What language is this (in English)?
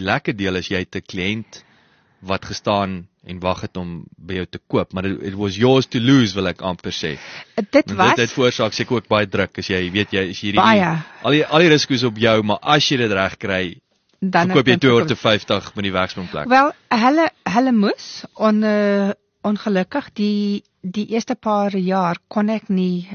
Afrikaans